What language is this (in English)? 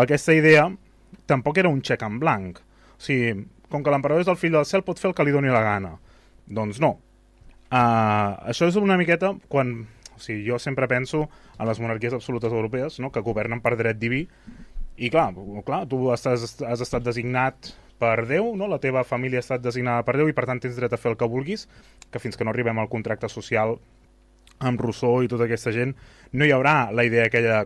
Catalan